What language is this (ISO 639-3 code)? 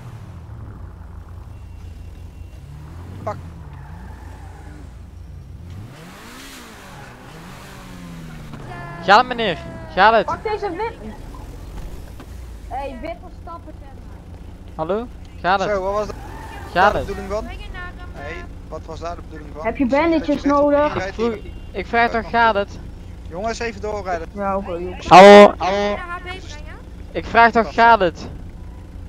nld